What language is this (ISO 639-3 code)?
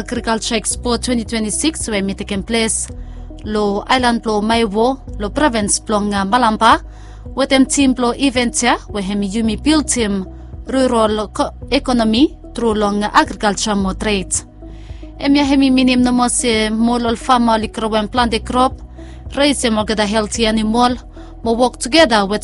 bis